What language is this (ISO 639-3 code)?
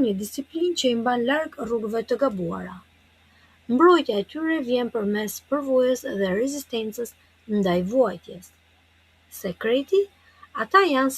sqi